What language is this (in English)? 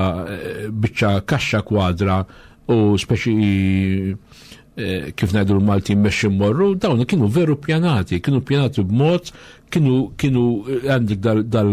Maltese